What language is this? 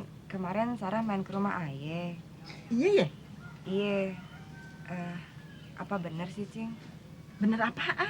Betawi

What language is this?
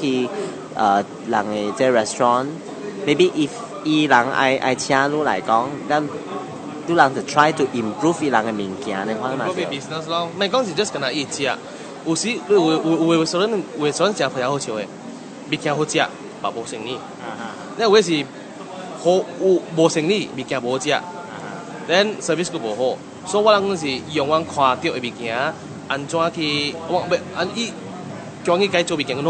Min Nan Chinese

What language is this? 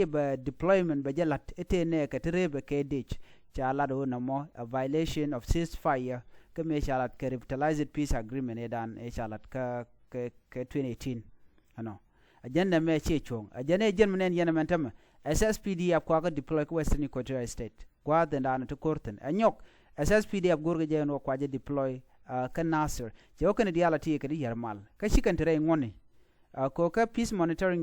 Nuer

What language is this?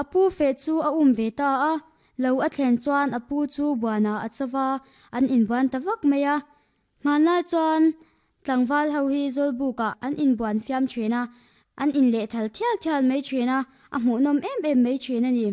Mizo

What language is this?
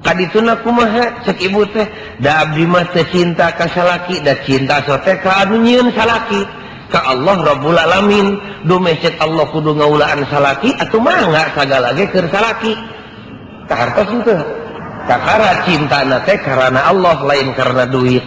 Sundanese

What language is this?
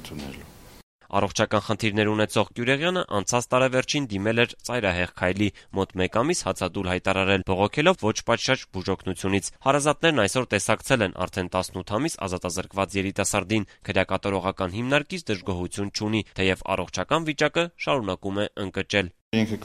Armenian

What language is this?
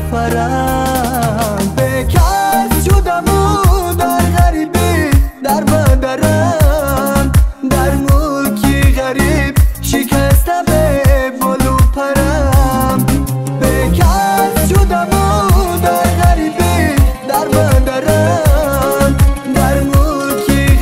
Tajik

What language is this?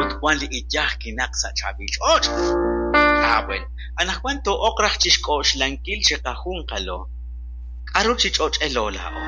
Kekchí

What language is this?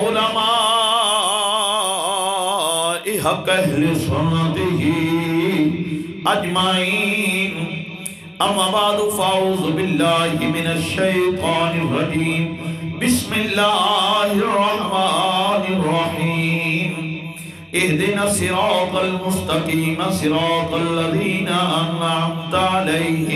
Western Panjabi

